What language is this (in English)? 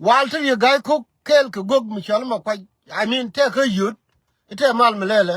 Nuer